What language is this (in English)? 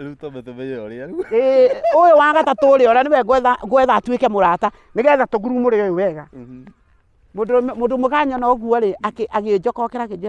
Kikuyu